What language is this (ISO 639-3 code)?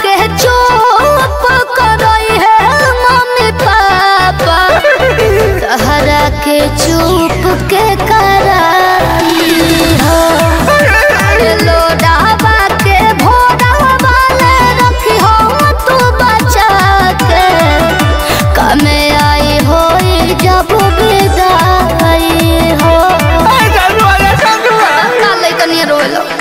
bho